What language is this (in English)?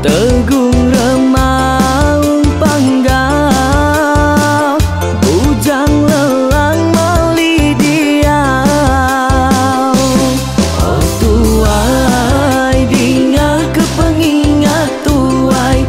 Iban